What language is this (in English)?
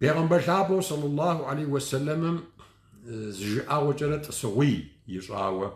Kabardian